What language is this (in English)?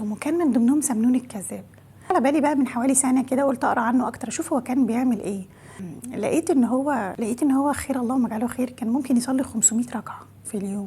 Egyptian Arabic